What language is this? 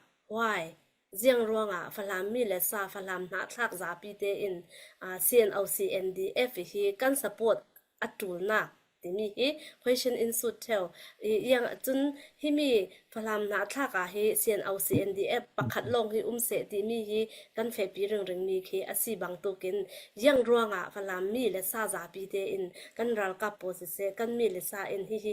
Falam Chin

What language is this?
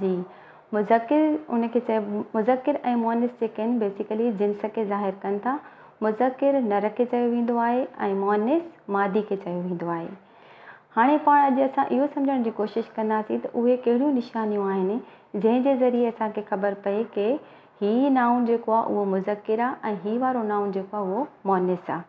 Sindhi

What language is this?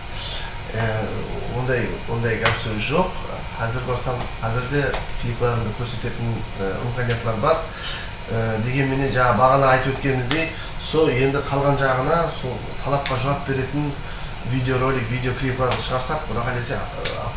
Kara-Kalpak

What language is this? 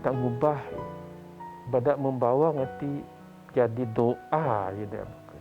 Biatah Bidayuh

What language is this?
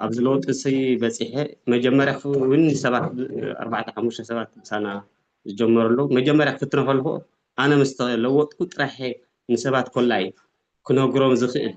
Tigrinya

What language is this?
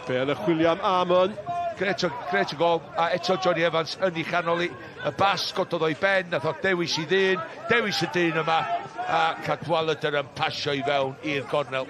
Welsh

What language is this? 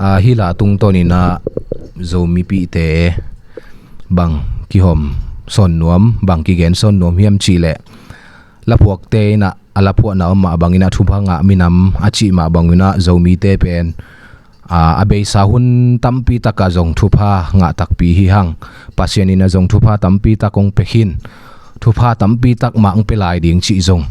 Tedim Chin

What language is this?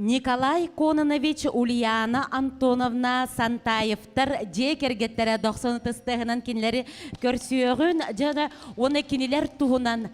Yakut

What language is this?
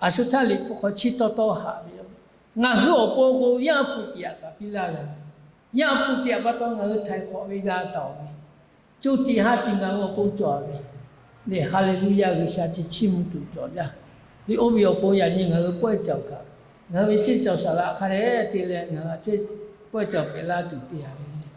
Lahu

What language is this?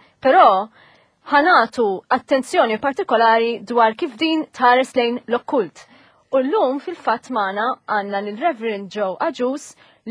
Maltese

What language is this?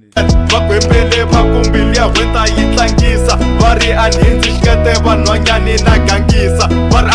Tsonga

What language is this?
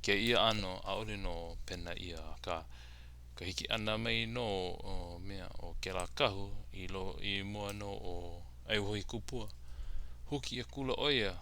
Hawaiian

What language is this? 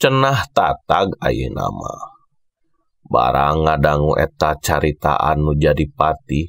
Sundanese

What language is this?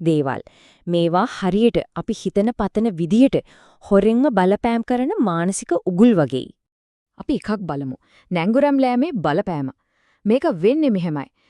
Sinhala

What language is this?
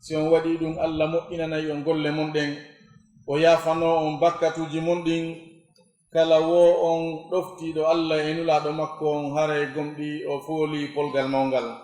Fula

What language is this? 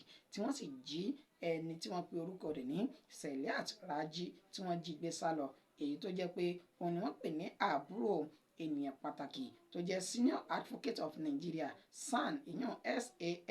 Yoruba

